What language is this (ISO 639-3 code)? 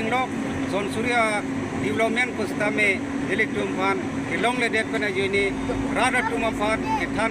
mjw